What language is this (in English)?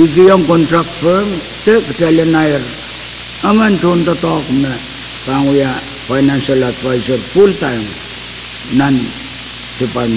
Pohnpeian